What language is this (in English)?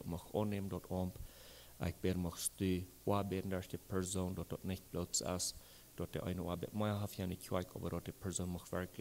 Plautdietsch